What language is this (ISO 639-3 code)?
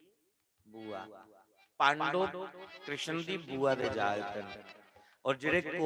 doi